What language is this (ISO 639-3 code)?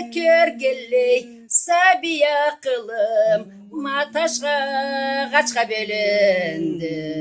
krc